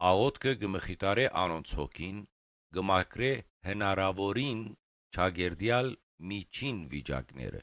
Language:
Western Armenian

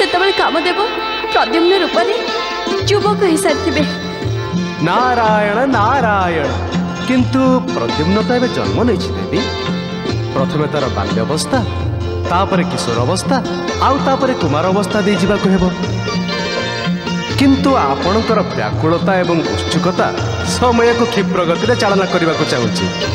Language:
Odia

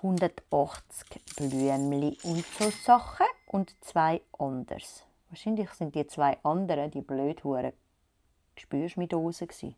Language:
Swiss German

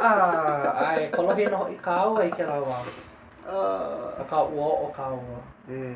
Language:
Hawaiian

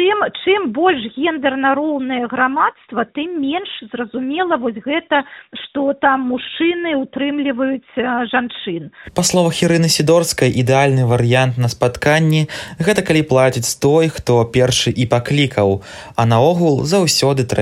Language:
Belarusian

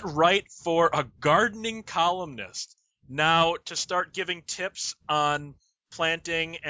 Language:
English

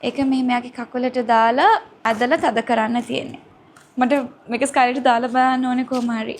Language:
Sinhala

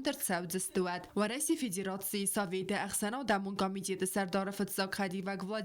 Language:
Ossetic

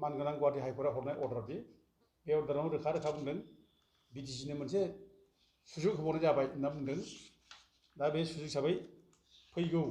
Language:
Bodo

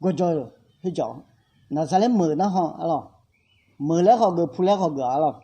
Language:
Akha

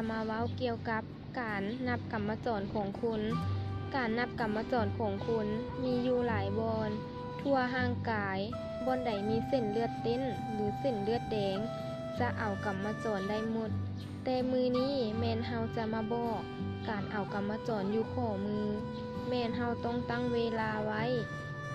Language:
Lao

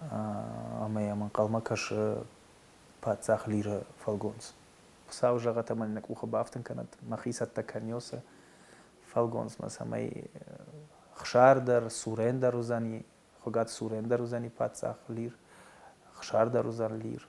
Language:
Ossetic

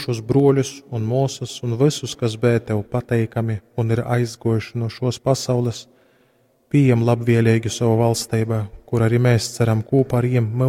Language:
Latgalian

